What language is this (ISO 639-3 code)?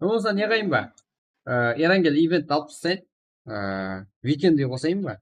kaa